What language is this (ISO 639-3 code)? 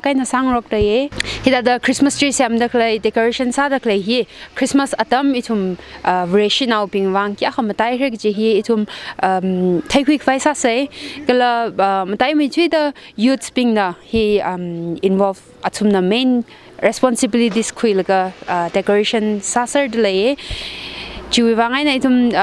nmf